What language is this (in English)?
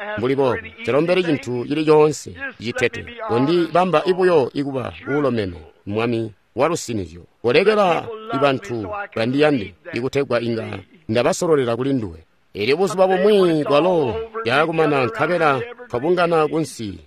Tonga (Zambia)